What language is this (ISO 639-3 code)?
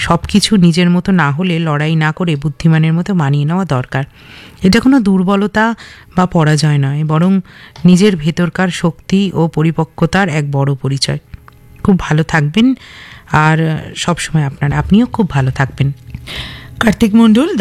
ben